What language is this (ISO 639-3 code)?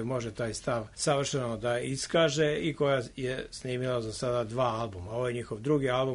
srp